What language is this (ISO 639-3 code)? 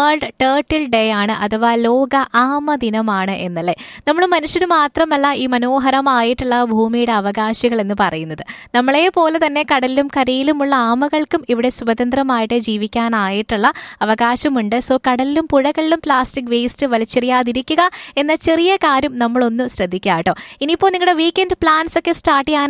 mal